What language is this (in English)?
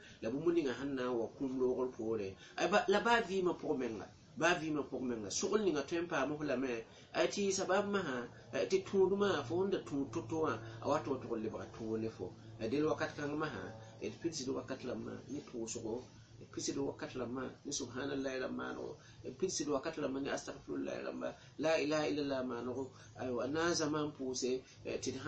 Mossi